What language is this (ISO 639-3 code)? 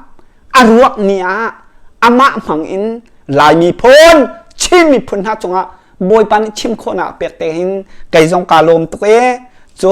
cnh